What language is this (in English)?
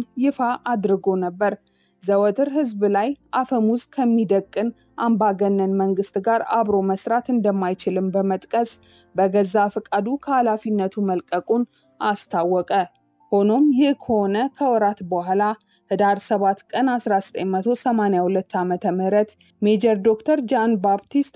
Amharic